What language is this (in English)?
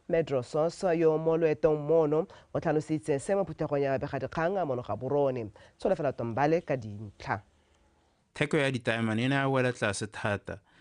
Tswana